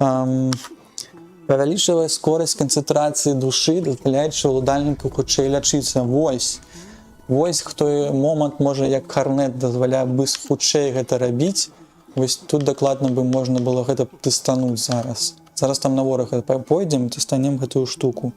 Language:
Belarusian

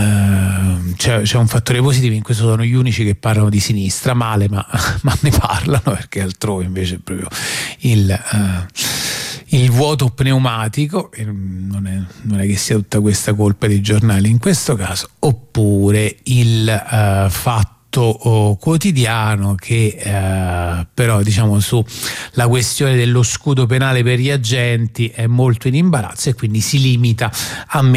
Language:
Italian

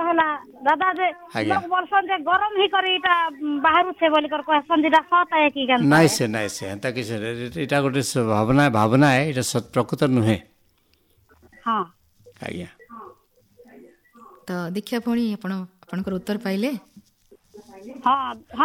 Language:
Odia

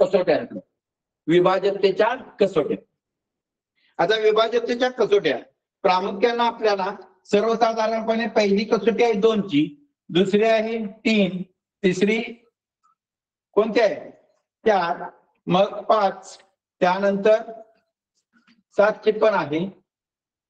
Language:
Marathi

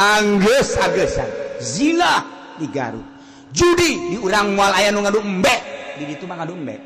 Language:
Sundanese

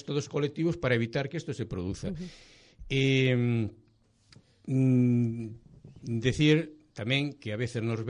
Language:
Galician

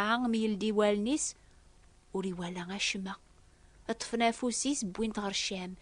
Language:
Kabyle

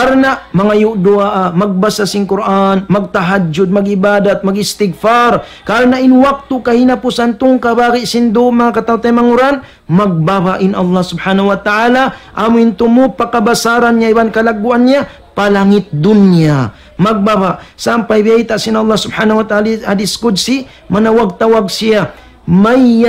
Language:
Tausug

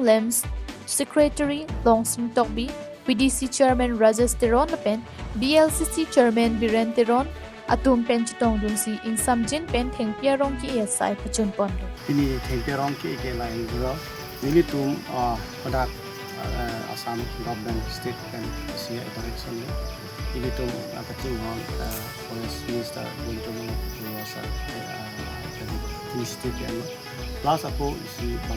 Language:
Karbi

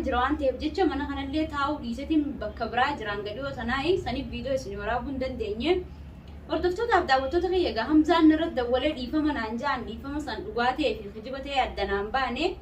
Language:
Oromo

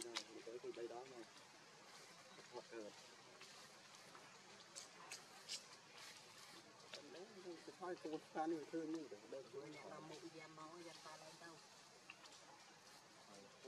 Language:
Vietnamese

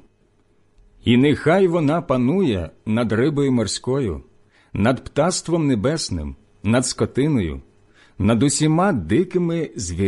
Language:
Ukrainian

